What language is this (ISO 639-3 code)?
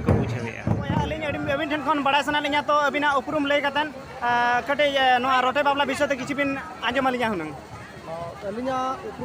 sat